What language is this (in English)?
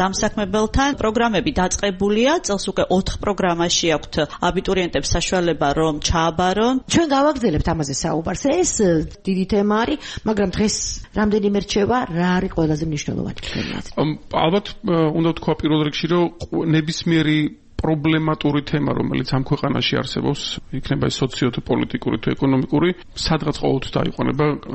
Georgian